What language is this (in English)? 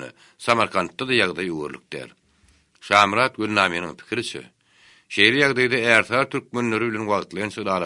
Turkmen